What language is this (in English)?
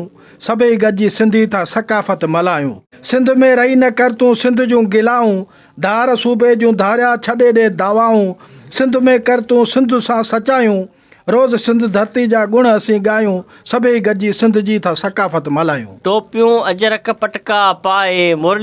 Sindhi